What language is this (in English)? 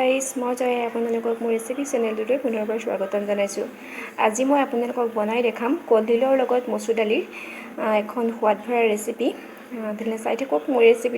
Assamese